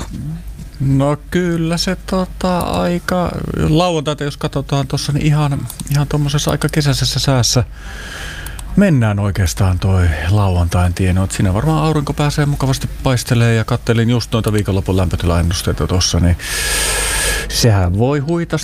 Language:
Finnish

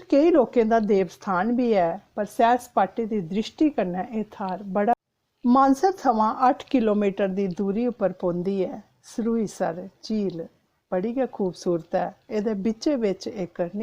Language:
Dogri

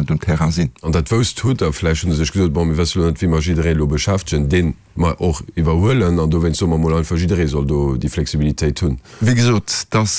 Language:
Luxembourgish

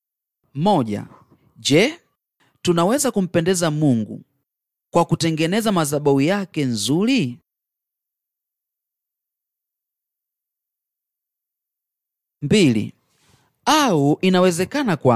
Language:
Swahili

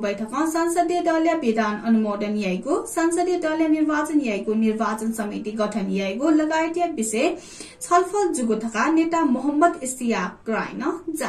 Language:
Newari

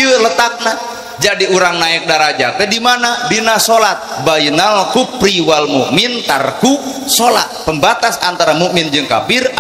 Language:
Sundanese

